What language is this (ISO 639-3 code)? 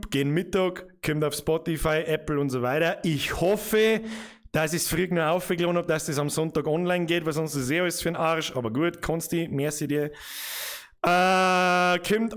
bar